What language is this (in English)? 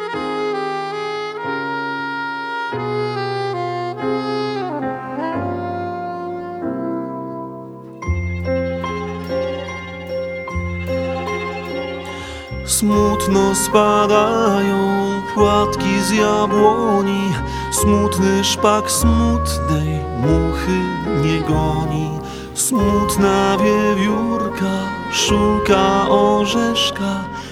Polish